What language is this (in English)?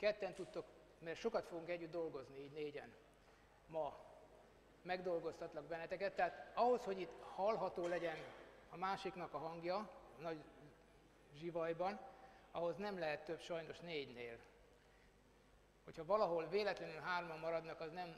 Hungarian